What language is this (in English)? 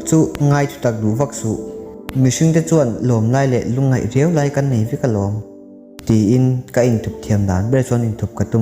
Mizo